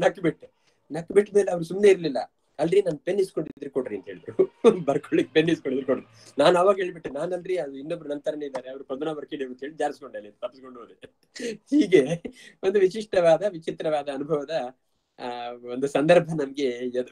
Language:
Kannada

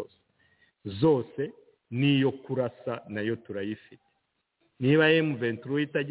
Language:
Kinyarwanda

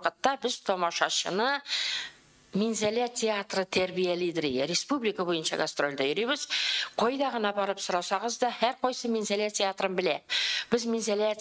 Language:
Tatar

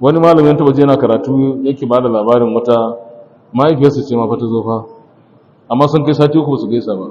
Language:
Hausa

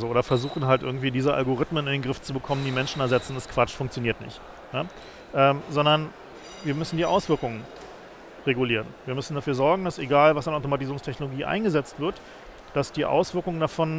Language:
German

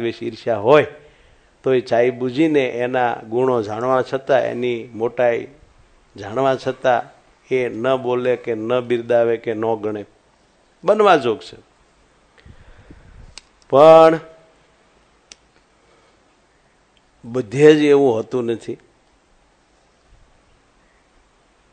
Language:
Gujarati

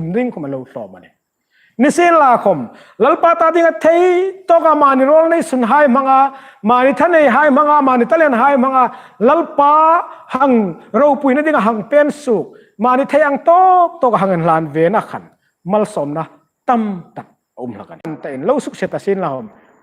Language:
Hmar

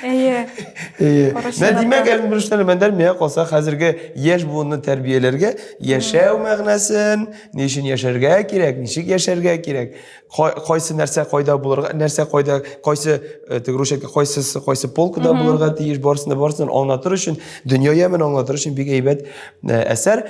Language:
Tatar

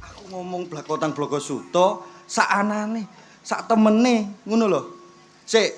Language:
Javanese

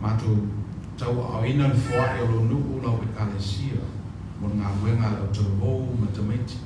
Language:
Samoan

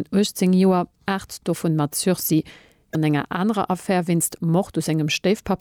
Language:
Luxembourgish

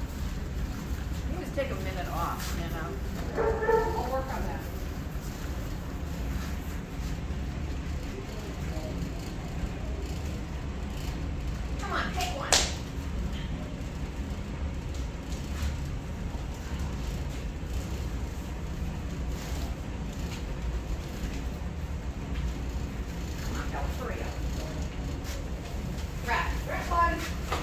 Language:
English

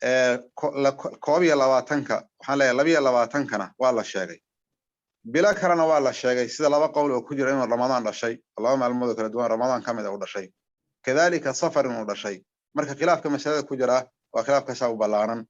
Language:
Somali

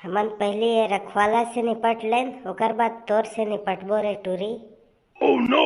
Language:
Chhattisgarhi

